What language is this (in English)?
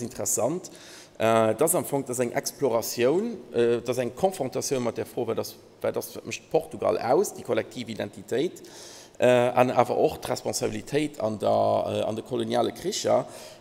Luxembourgish